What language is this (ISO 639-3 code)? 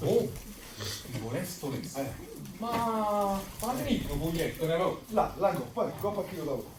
nap